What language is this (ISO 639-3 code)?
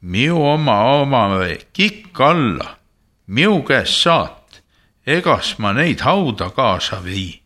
est